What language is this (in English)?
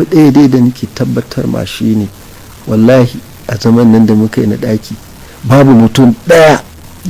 Hausa